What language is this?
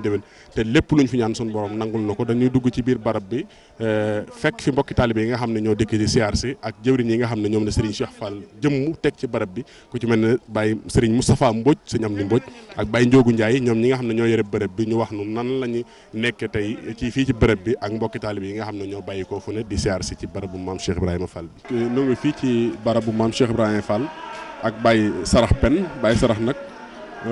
Wolof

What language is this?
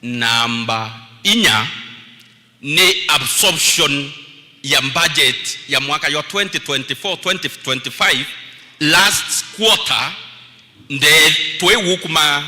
Meru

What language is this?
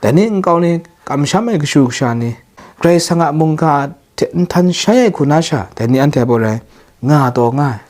Kachin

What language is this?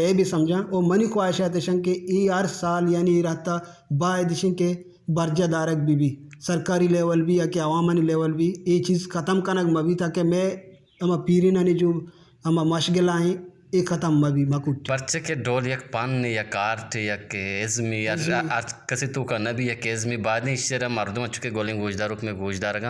Eastern Balochi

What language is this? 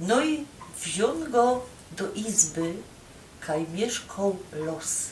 Silesian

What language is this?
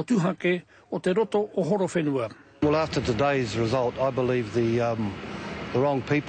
Māori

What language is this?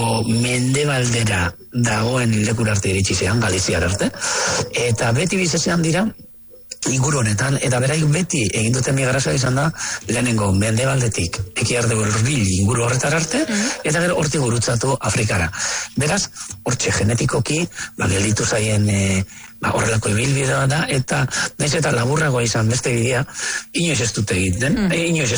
Basque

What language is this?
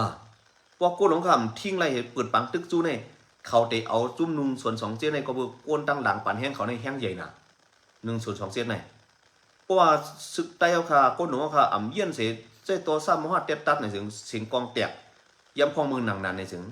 Shan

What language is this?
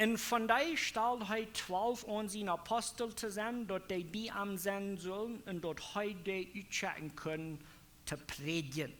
Plautdietsch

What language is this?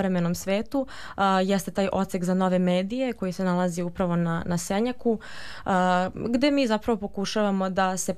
Serbian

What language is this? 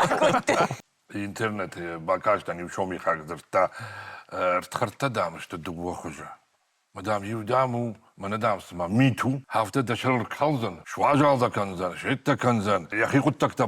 Ossetic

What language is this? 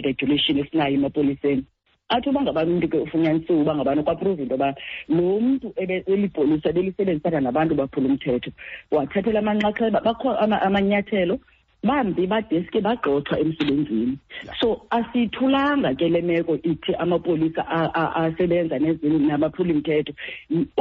Xhosa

